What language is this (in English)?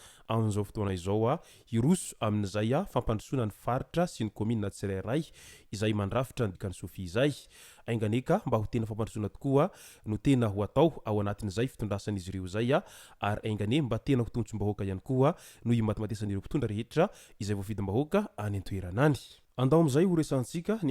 Malagasy